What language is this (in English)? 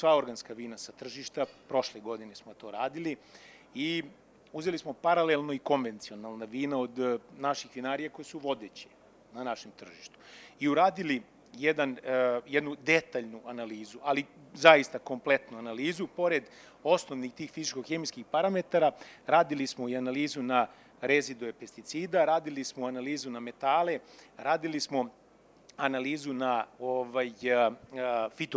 Serbian